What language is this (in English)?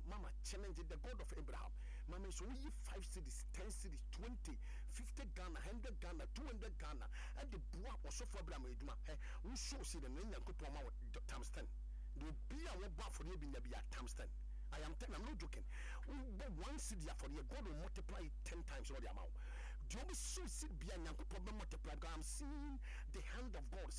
Akan